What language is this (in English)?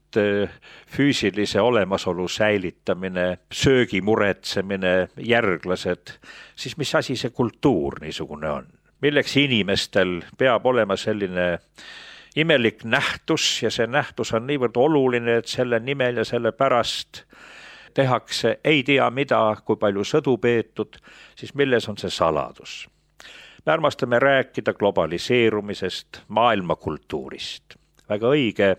Estonian